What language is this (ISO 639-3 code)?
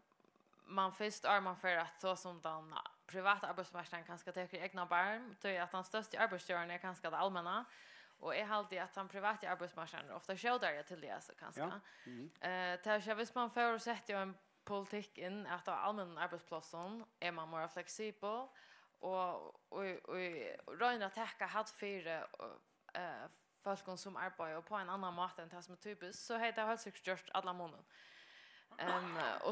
fao